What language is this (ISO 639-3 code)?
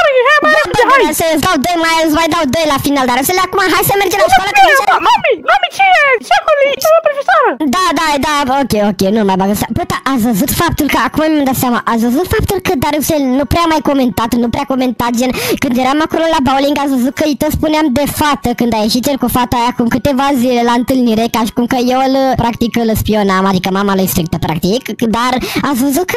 ron